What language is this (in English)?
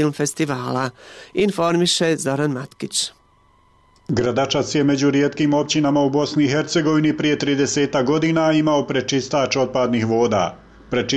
Bosnian